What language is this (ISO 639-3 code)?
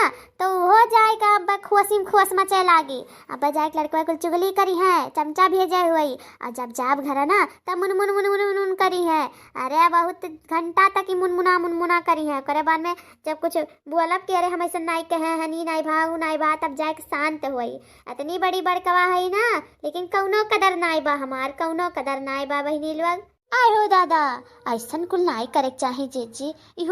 awa